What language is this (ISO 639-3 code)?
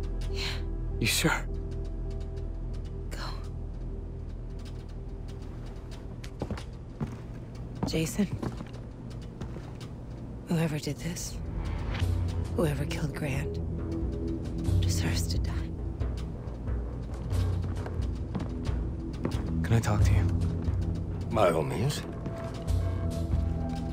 eng